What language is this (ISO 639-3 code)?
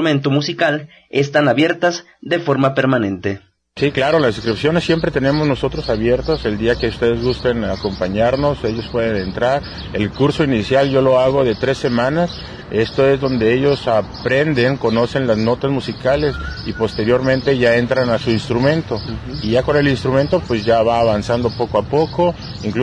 spa